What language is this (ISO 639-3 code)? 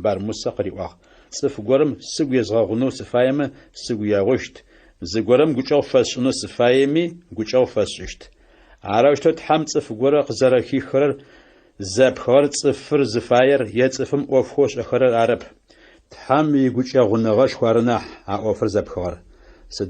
ady